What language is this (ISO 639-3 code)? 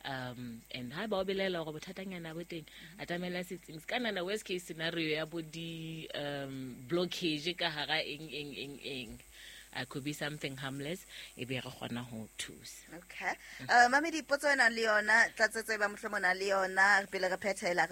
sot